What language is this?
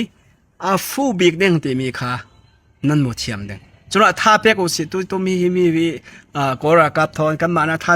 Falam Chin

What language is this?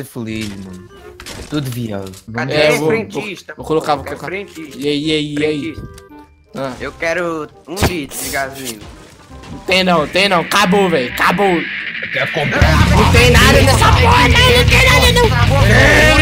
Portuguese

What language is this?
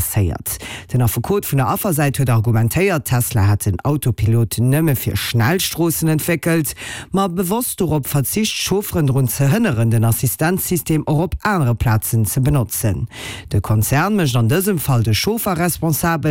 Luxembourgish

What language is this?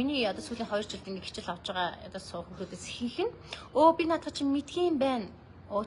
Mongolian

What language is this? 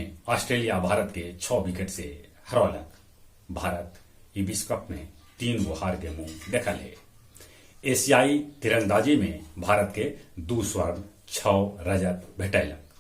Magahi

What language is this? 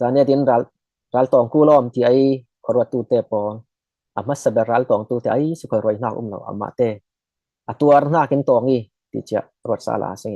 Falam Chin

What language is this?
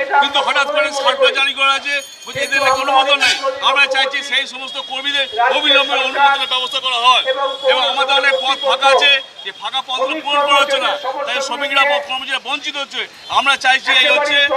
Bangla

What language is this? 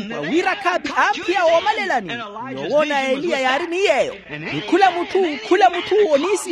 Makhuwa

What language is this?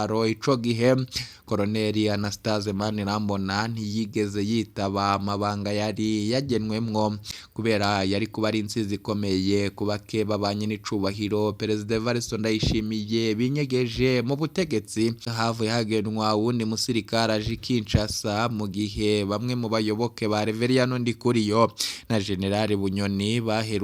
Rundi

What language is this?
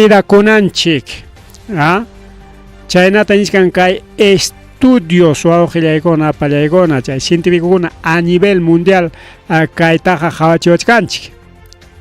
Ayacucho Quechua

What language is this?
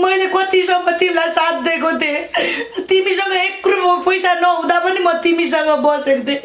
Nepali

